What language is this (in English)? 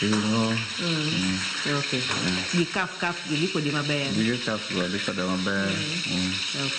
Luo (Kenya and Tanzania)